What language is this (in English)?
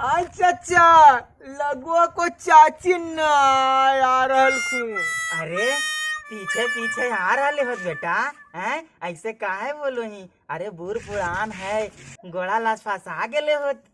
Magahi